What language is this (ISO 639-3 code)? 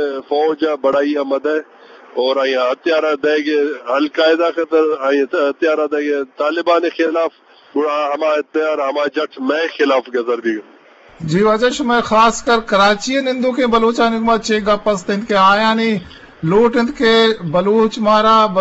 bgp